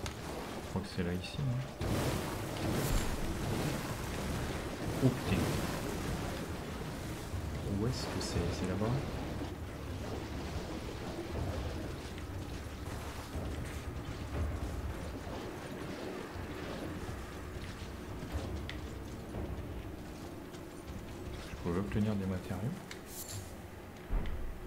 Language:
French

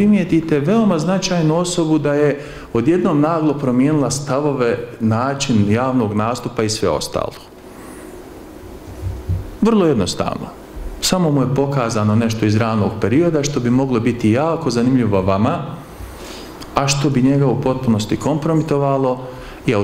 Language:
Bosnian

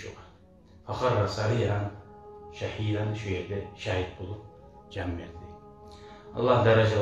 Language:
Kumyk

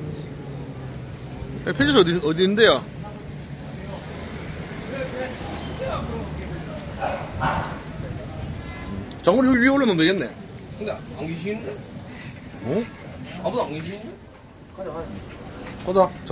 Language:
Korean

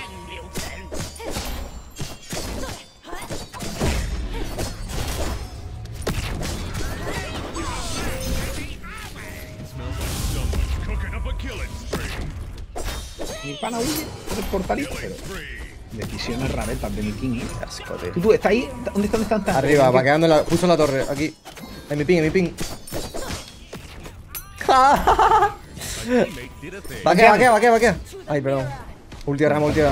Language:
Spanish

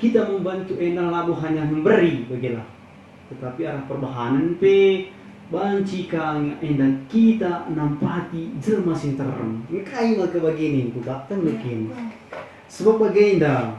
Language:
Batak Karo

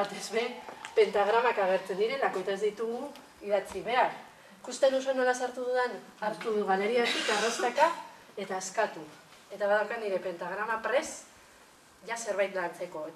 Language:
Basque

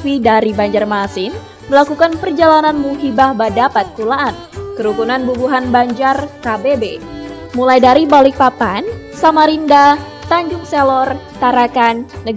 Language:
Banjar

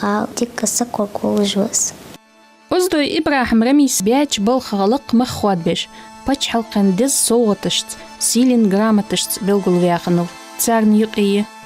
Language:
Ingush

